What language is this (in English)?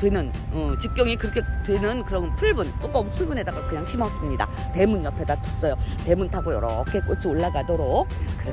Korean